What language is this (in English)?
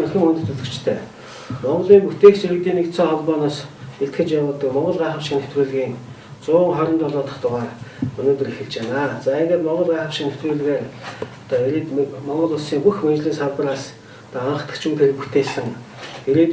Mongolian